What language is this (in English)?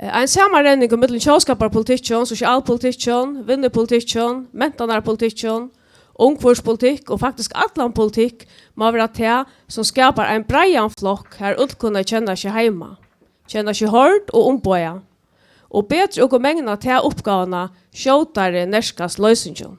Faroese